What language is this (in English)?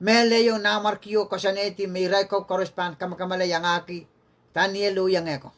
Pohnpeian